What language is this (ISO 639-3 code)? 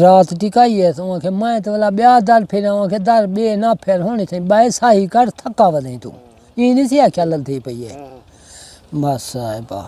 skr